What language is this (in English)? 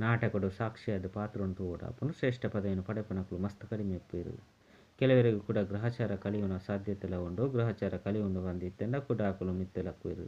Tulu